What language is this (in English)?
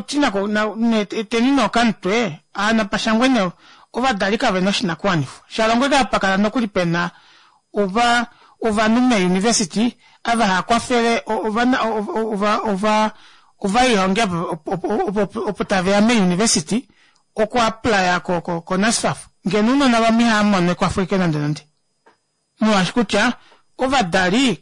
Kuanyama